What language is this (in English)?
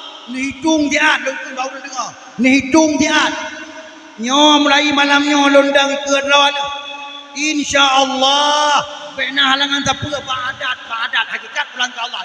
Achinese